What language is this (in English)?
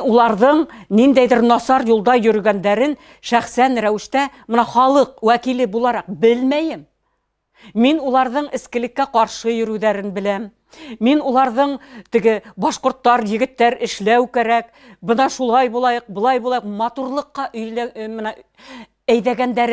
Bashkir